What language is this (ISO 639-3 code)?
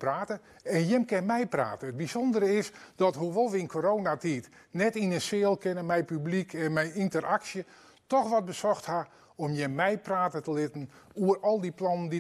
fry